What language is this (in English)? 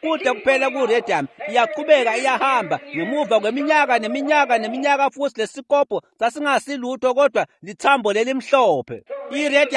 Swati